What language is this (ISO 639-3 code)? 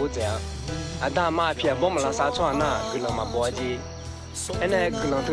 ahk